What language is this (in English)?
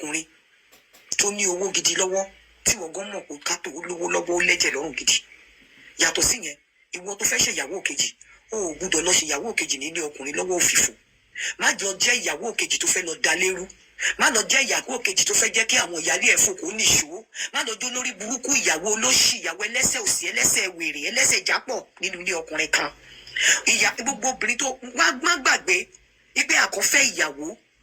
Yoruba